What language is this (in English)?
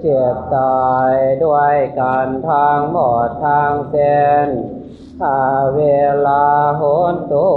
Pali